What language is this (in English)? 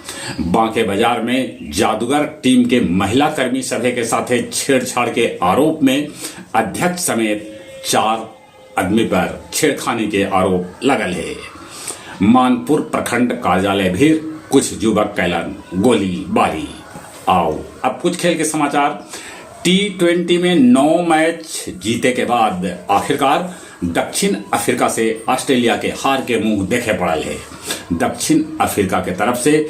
Magahi